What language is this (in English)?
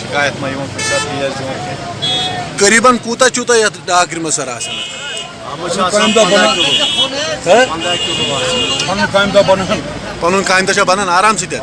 Kashmiri